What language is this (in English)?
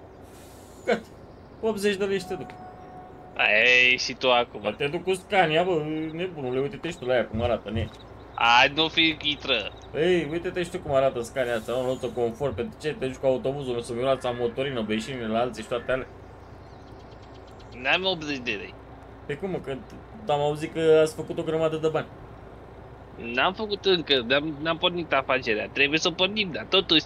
Romanian